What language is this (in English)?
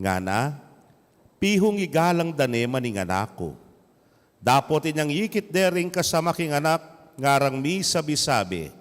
Pampanga